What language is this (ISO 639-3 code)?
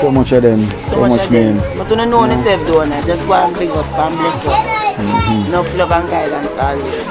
jam